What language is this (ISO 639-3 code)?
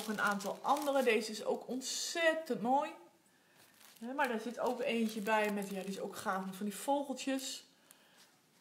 nld